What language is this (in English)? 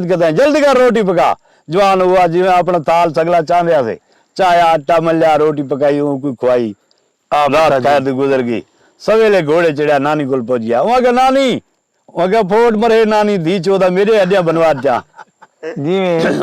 Saraiki